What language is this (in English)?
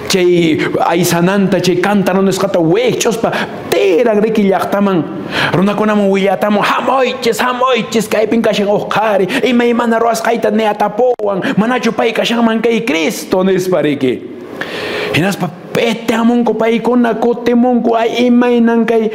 Quechua